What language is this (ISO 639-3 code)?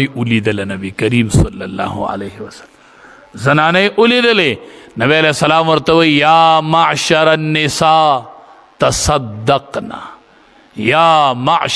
pus